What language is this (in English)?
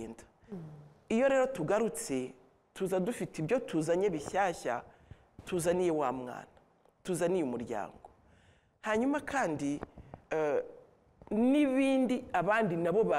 Kinyarwanda